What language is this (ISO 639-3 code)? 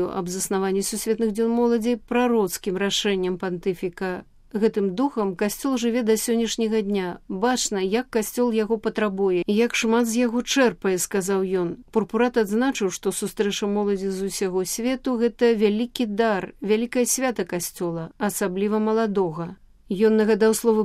bel